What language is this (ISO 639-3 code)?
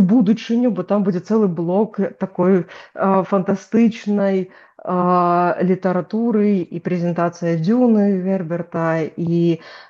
bel